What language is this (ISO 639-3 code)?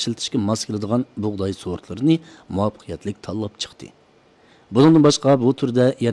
uig